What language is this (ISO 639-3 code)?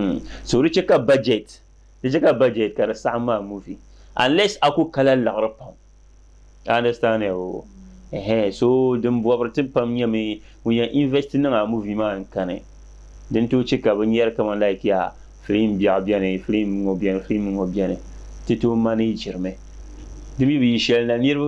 dag